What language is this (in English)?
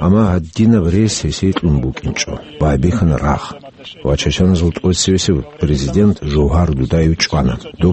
Avaric